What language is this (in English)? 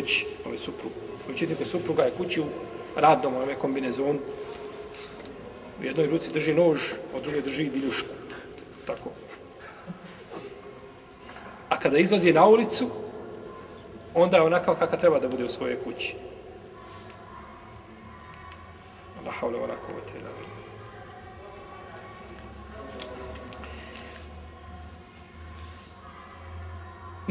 Bosnian